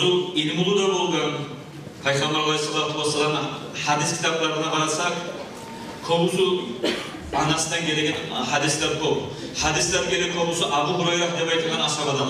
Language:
Kumyk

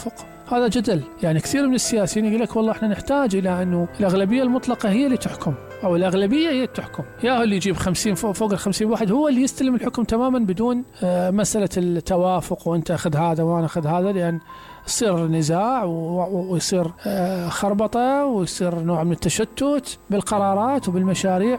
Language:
Mesopotamian Arabic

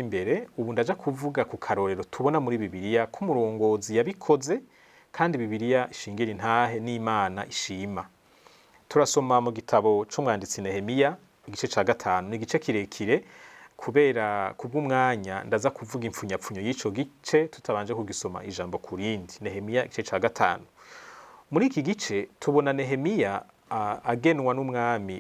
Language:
Rundi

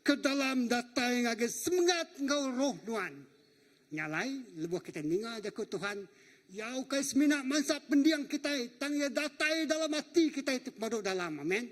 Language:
Iban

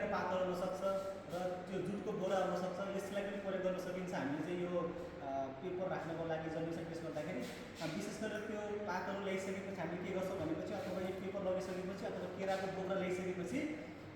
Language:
Nepali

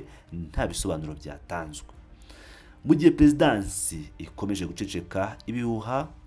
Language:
Kinyarwanda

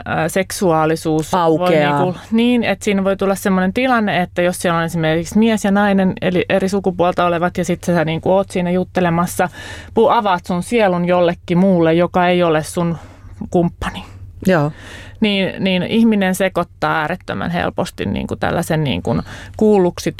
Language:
Finnish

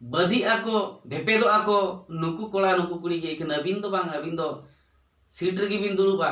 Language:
Santali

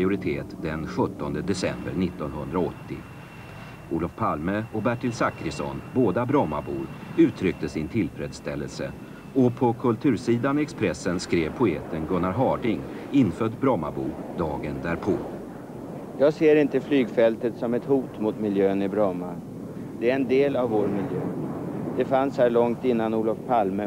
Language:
Swedish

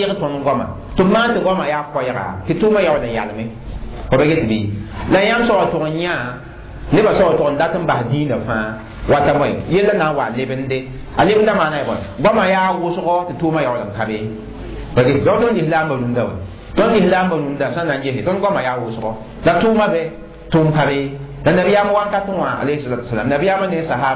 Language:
Mossi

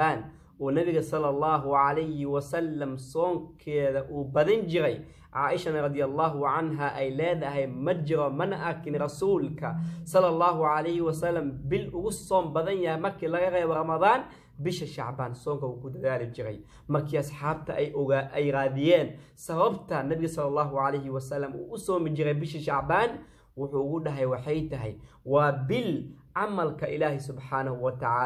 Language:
Somali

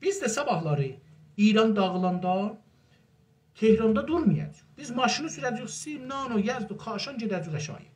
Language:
South Azerbaijani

